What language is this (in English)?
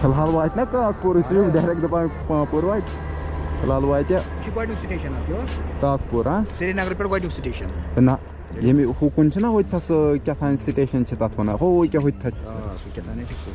Kashmiri